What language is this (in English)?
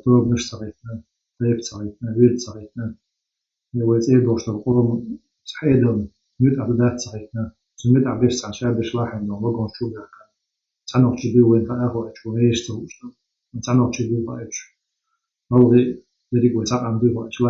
Chechen